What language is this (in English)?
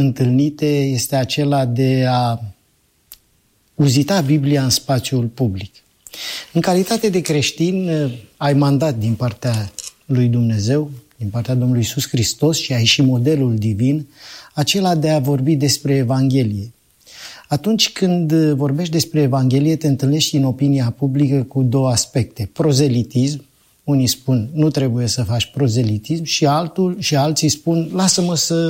Romanian